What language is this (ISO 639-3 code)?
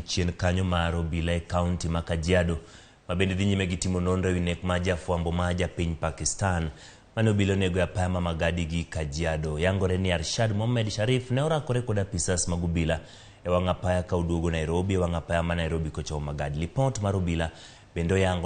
luo